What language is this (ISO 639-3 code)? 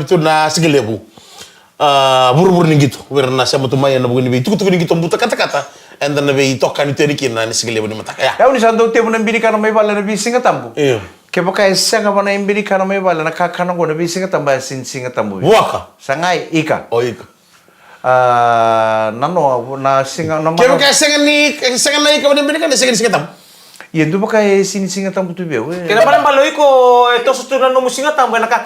fij